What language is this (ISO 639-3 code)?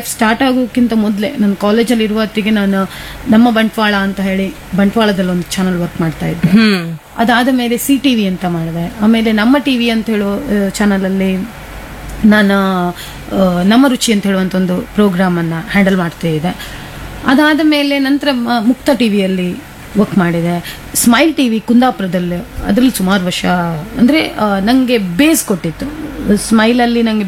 kan